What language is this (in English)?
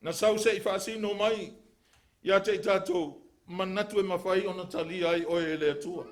Samoan